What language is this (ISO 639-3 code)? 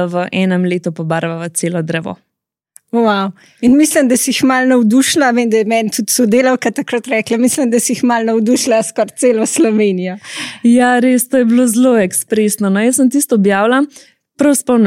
slv